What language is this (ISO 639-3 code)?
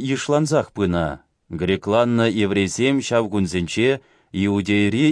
chv